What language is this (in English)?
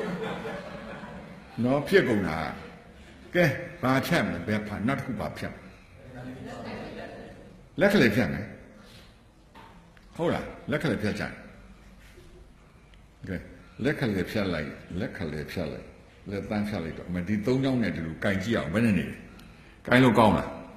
Burmese